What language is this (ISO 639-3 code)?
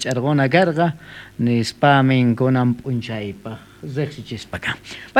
quh